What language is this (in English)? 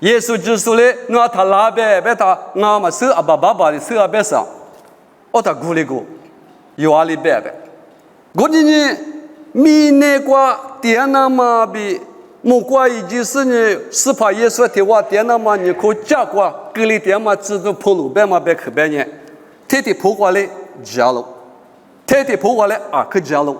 Lisu